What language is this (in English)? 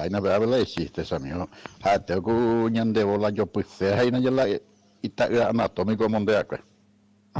Guarani